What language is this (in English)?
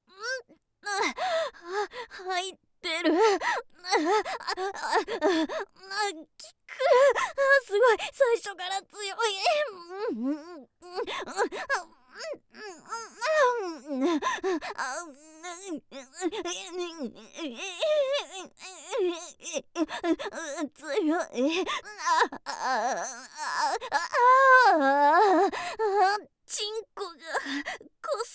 Japanese